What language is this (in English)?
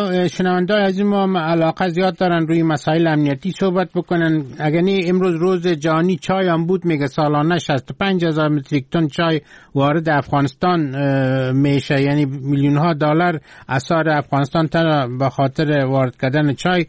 Persian